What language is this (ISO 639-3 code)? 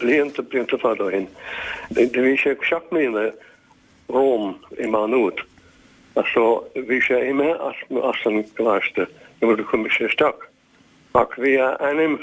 gle